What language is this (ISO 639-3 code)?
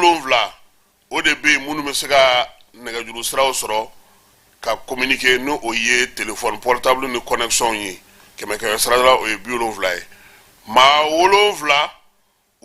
bam